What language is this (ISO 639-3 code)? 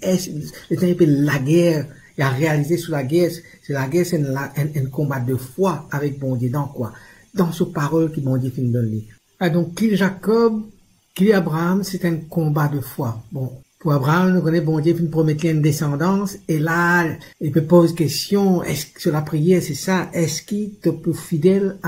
mfe